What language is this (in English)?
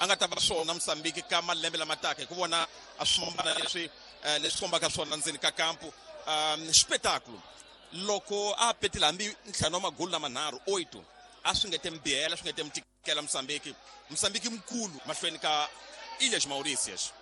Tsonga